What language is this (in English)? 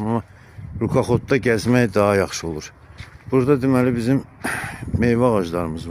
Azerbaijani